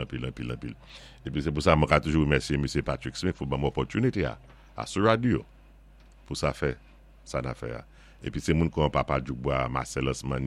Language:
Saint Lucian Creole French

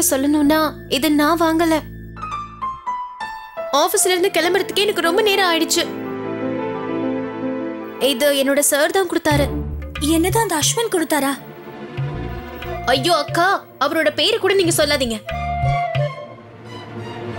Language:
Tamil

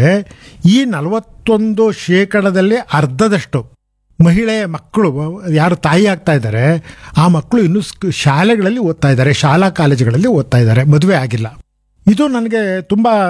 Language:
Kannada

